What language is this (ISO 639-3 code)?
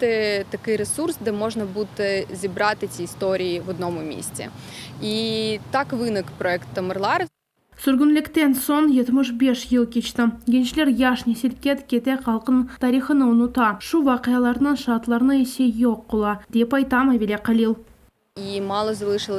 crh